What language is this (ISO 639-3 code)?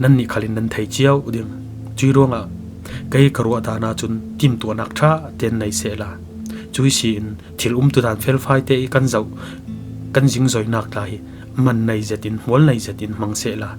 cfm